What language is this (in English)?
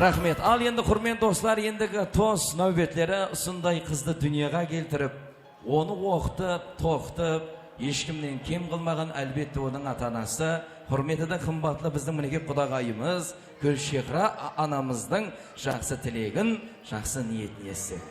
Kara-Kalpak